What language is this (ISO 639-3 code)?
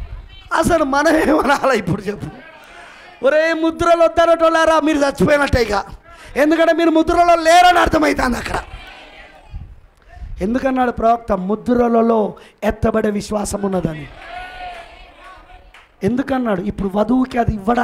tel